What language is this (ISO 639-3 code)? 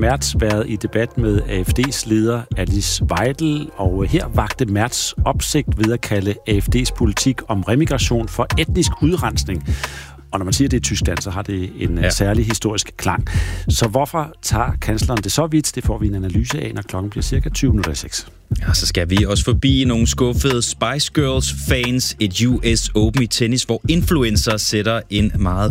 dan